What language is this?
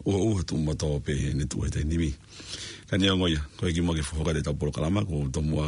Tongan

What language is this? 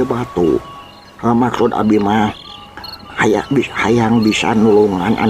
Sundanese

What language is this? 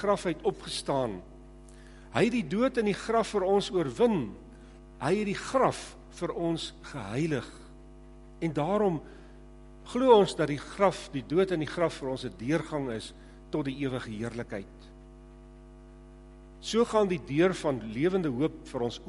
Afrikaans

